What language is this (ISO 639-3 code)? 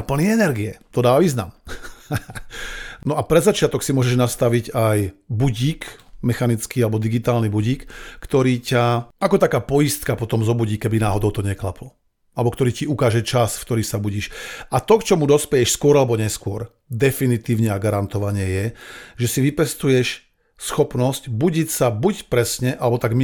slk